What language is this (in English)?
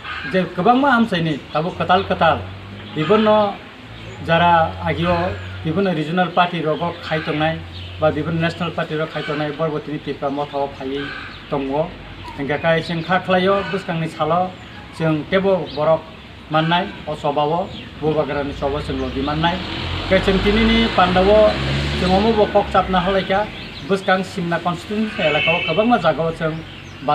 Kok Borok